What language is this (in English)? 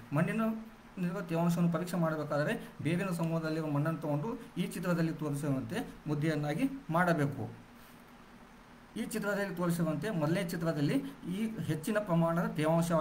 Kannada